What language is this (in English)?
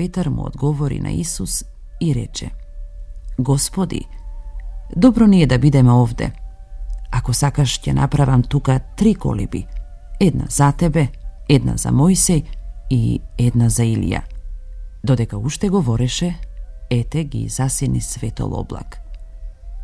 Macedonian